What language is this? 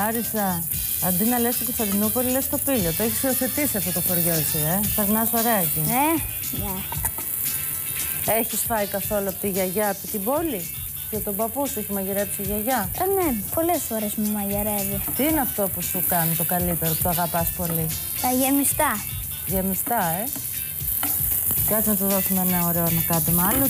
Greek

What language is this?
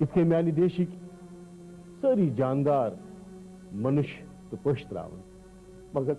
Kashmiri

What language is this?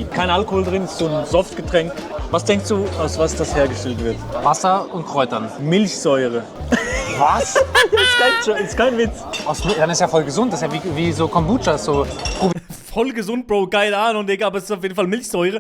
Swiss German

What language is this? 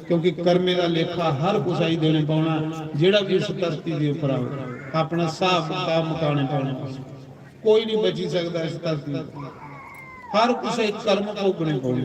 Dogri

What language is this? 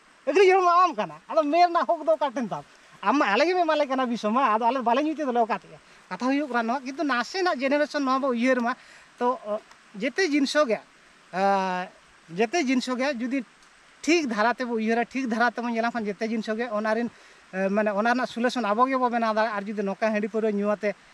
Santali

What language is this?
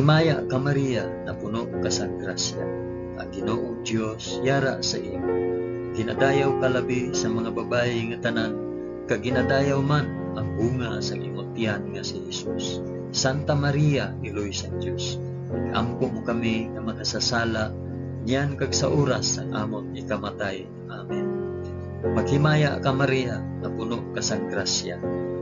Hiligaynon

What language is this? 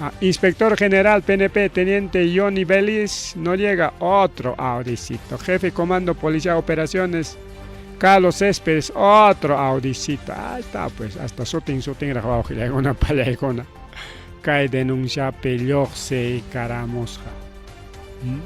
Ayacucho Quechua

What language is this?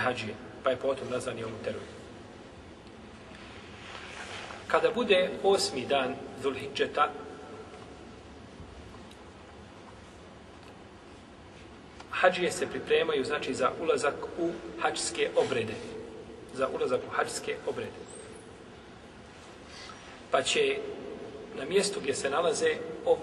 Bosnian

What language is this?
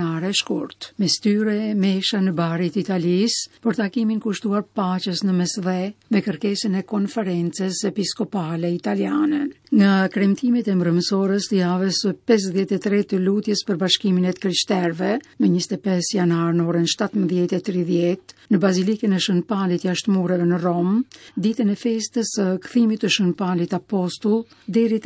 Albanian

